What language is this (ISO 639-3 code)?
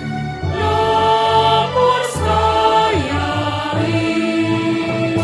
bts